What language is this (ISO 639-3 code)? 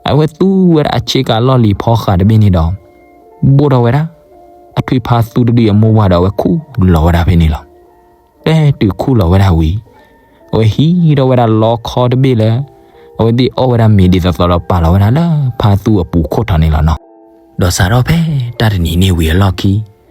ksw